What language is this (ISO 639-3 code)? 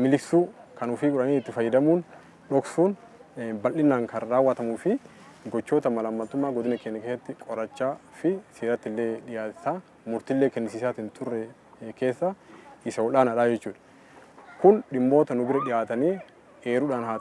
orm